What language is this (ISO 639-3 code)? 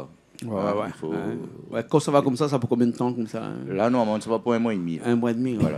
rcf